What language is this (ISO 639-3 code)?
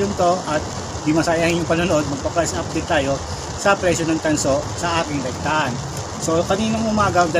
fil